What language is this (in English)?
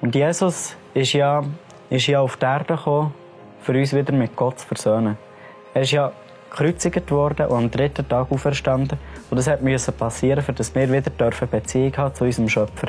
Swiss German